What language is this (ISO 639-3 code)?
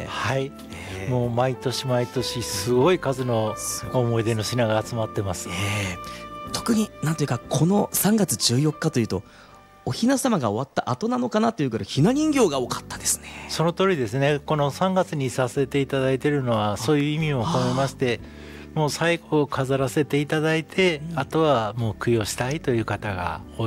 jpn